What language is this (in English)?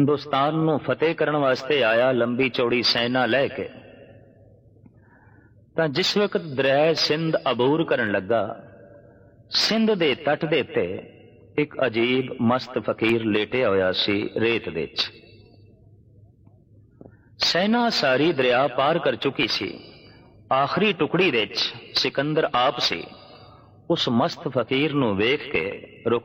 Punjabi